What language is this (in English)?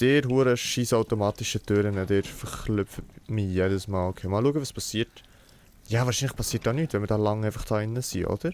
Swiss German